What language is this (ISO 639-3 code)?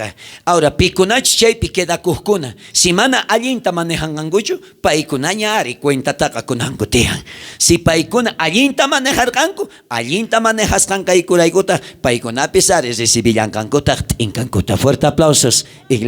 quh